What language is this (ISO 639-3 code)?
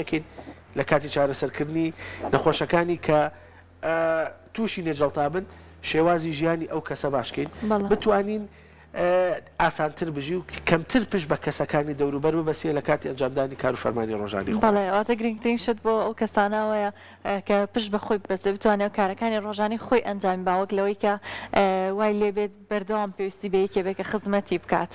ckb